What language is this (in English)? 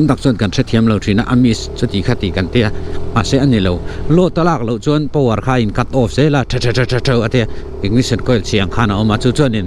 Mizo